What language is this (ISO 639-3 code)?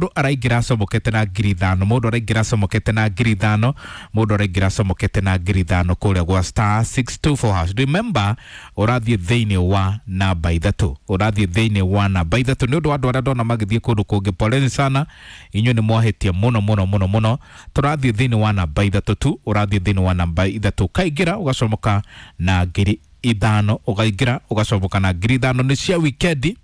kik